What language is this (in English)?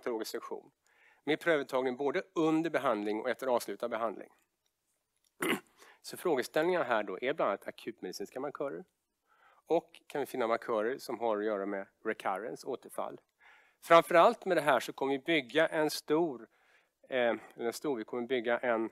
Swedish